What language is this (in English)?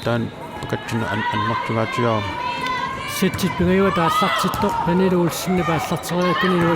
Kalaallisut